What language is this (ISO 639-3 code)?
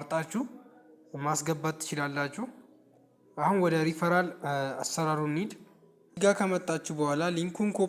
amh